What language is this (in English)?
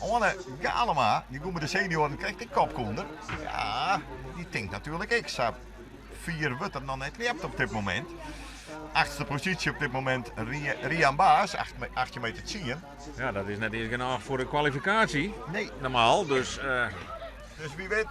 Western Frisian